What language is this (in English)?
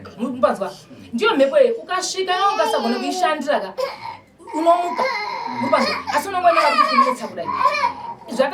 Shona